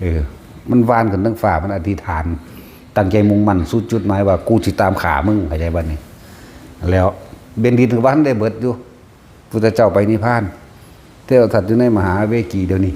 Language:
Northeastern Thai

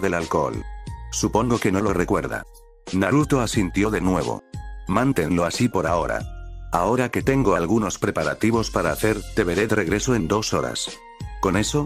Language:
Spanish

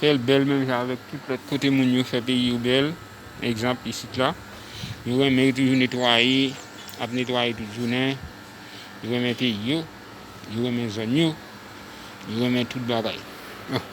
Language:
Haitian Creole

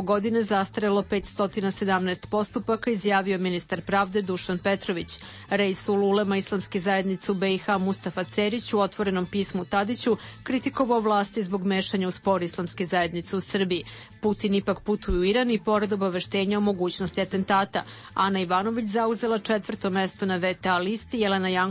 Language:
Serbian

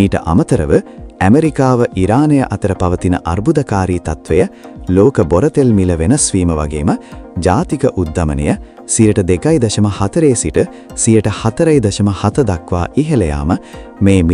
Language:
Sinhala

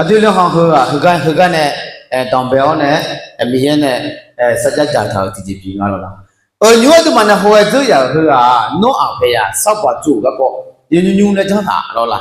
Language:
Akha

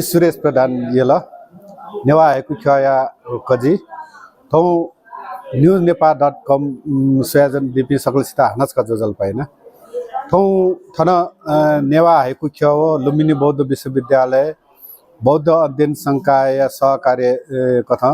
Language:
Newari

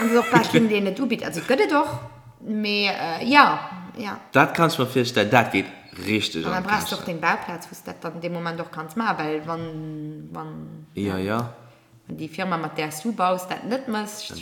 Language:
Luxembourgish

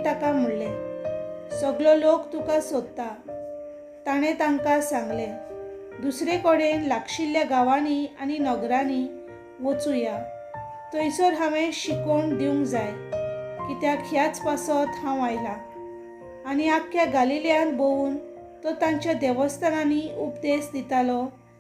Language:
Konkani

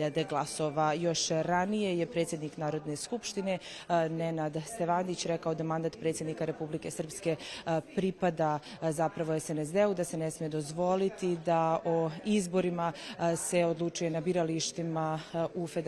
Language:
Bosnian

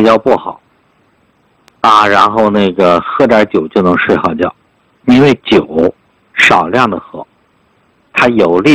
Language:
Chinese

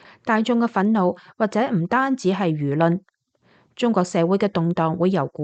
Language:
Cantonese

